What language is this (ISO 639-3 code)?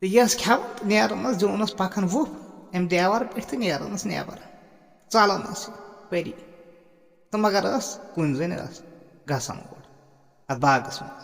kas